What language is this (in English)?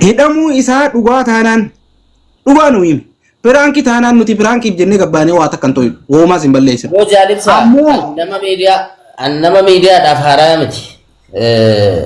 Oromo